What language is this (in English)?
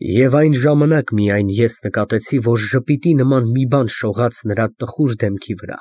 Armenian